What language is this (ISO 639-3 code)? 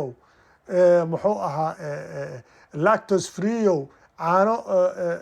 som